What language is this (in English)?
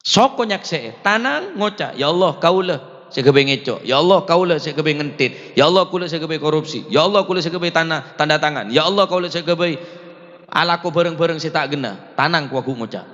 Madurese